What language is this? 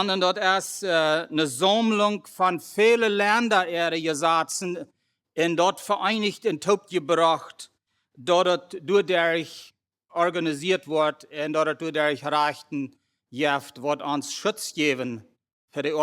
Plautdietsch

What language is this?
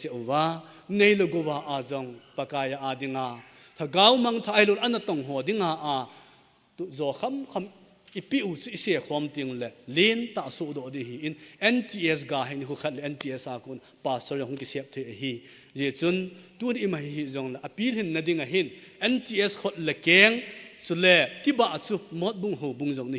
Thado Chin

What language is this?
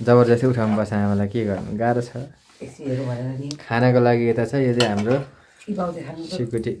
Nepali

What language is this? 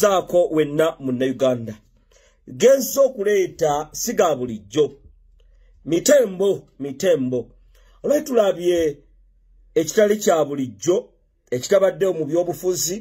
Ganda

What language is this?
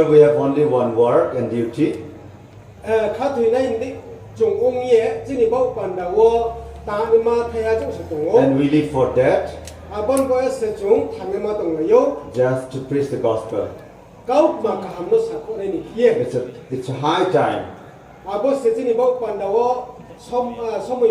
Riang (India)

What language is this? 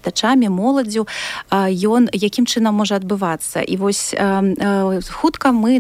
Belarusian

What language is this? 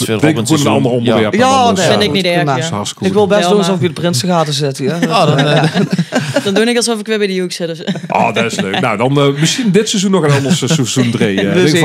Limburgish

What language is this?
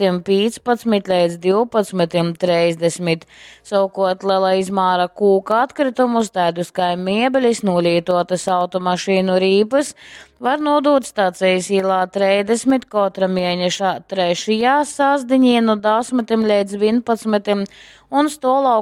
Latgalian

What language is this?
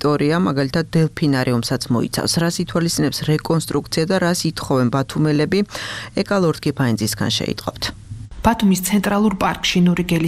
Georgian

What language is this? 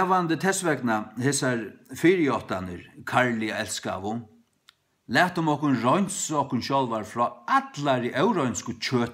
Faroese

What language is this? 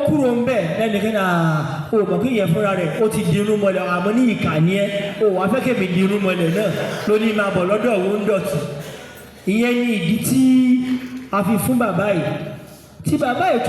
Yoruba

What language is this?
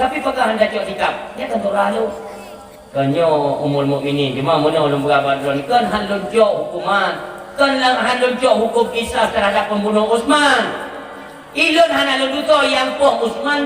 Achinese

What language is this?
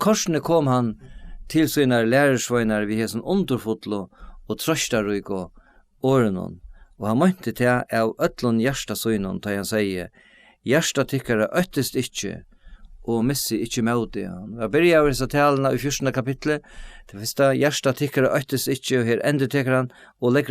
Faroese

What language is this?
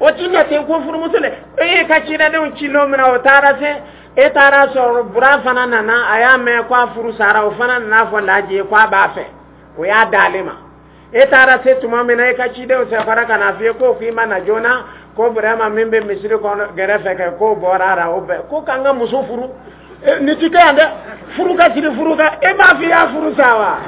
Dyula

